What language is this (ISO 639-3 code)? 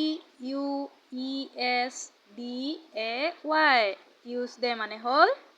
asm